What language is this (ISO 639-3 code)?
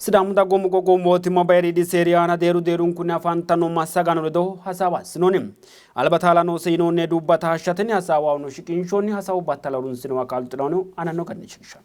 sid